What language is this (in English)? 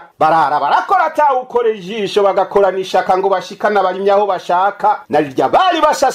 Rundi